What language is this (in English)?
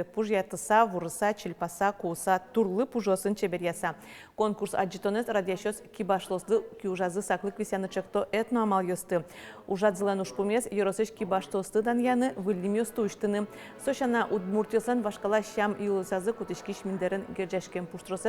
Udmurt